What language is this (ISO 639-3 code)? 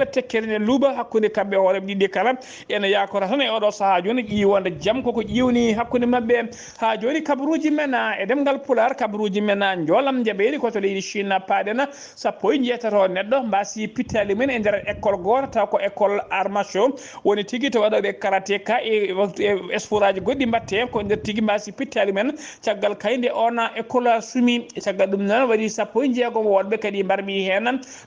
ful